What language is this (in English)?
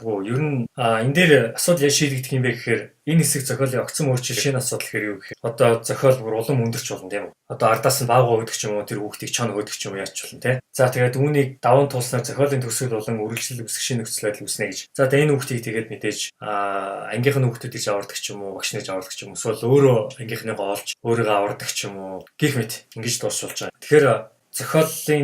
Mongolian